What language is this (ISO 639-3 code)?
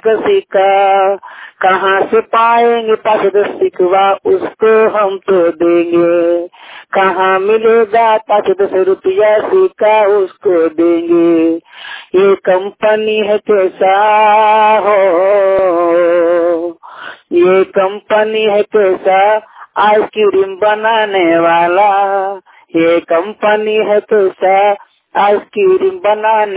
hin